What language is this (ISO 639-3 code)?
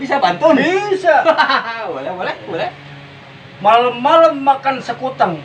bew